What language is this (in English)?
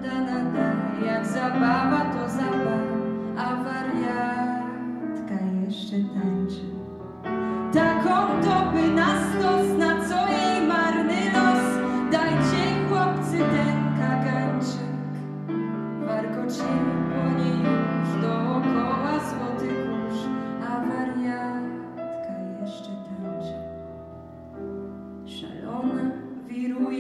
Polish